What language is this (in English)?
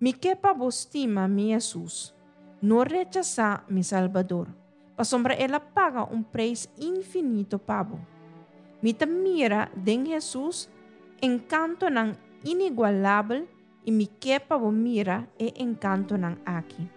Papiamento